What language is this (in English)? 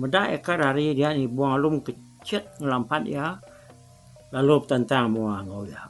Iban